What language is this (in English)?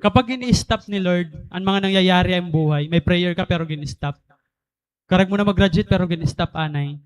Waray